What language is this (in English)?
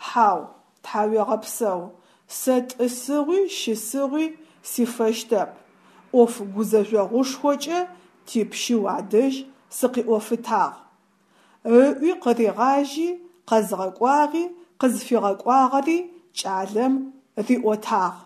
Adyghe